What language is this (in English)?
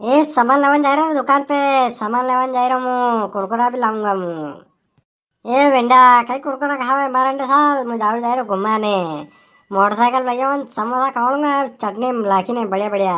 Rajasthani